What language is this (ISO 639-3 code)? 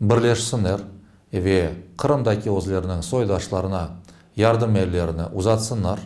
crh